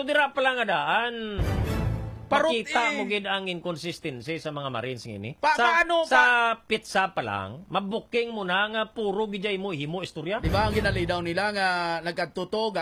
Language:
Hiligaynon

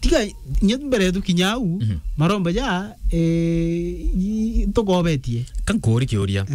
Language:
Meru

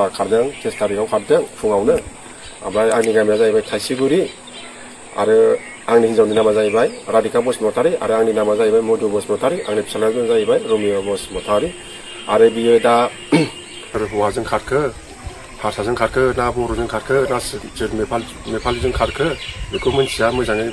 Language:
Bodo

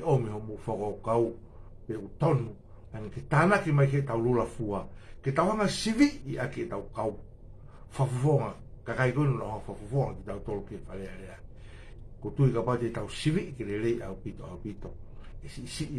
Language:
Tongan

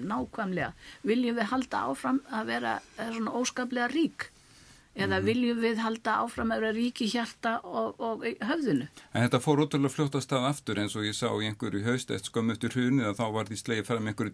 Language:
Icelandic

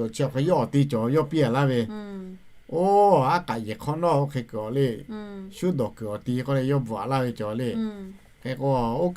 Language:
Lahu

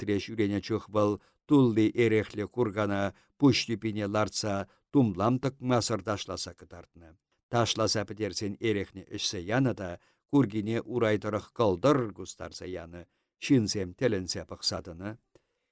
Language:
Chuvash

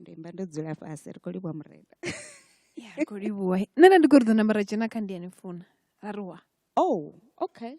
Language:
Venda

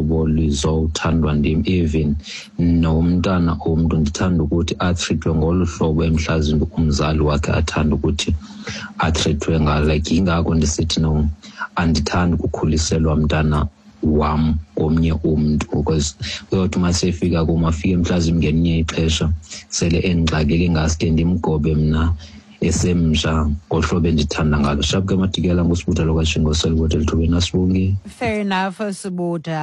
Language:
Xhosa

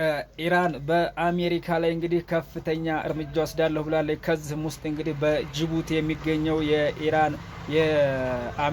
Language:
Amharic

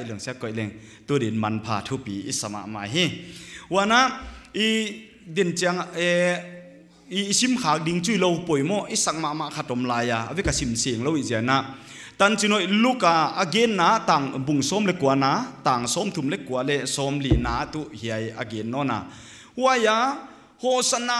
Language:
Paite Chin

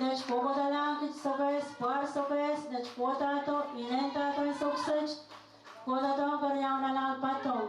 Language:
Pohnpeian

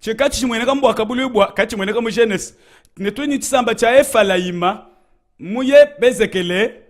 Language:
Luba-Lulua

